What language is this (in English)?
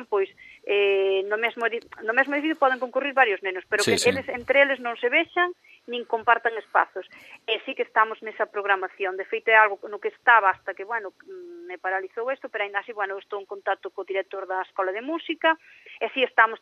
Galician